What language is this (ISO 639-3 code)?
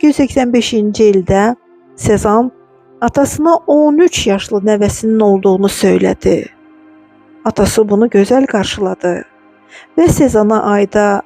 aze